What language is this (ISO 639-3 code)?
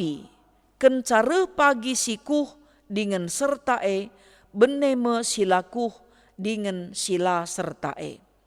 btx